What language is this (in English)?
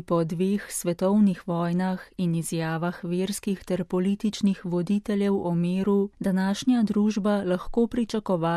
Slovenian